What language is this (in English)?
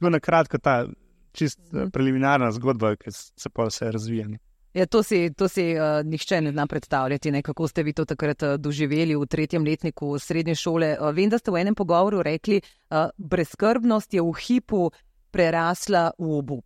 Slovenian